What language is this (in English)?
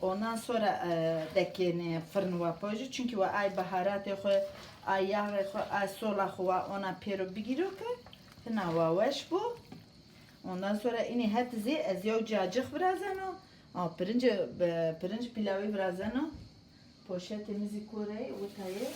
Zaza